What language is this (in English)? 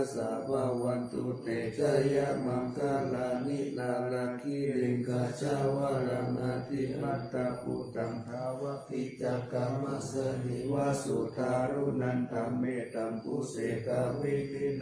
Pali